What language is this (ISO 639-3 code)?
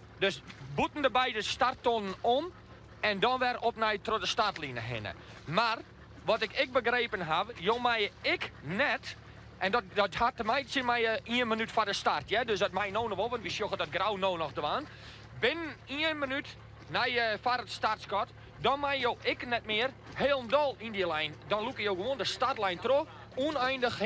fry